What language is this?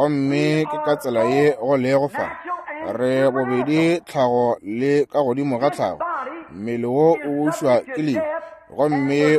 Northern Sotho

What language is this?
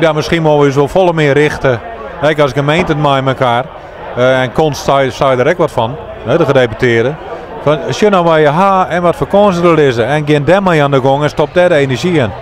Western Frisian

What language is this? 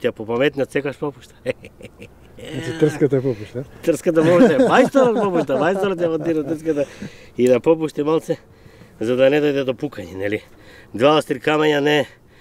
Macedonian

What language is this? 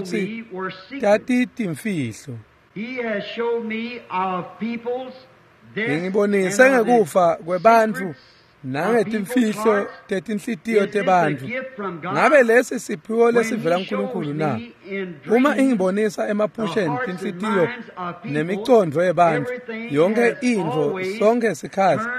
Swati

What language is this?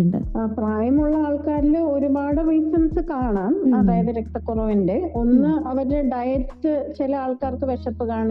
Malayalam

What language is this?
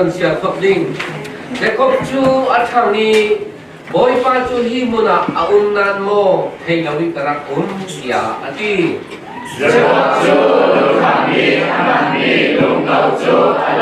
Falam Chin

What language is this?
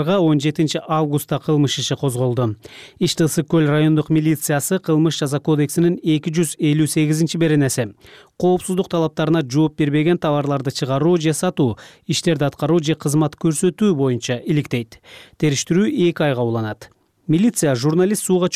Kyrgyz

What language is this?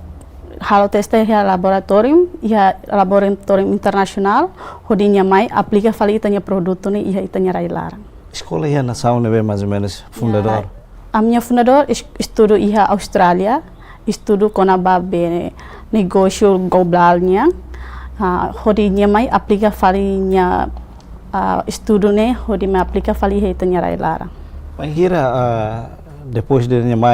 Tetum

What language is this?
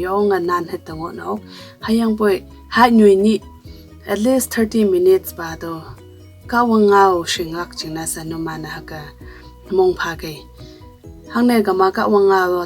Konyak Naga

